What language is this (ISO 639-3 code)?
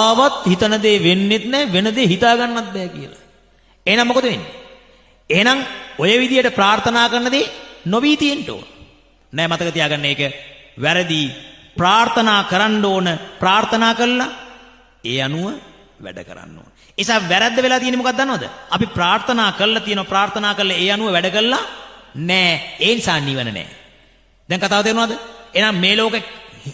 sin